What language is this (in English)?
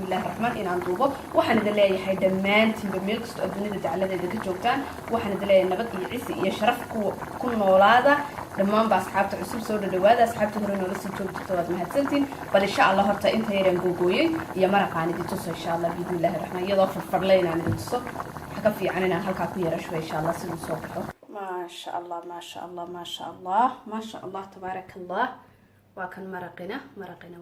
Somali